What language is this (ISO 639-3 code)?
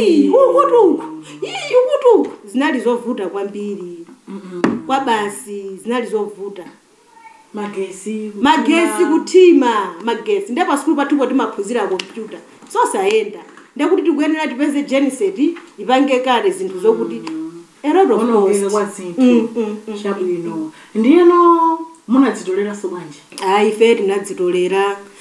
nya